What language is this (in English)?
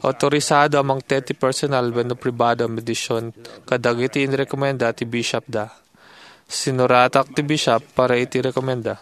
Iloko